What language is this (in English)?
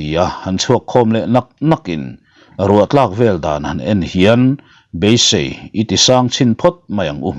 Mizo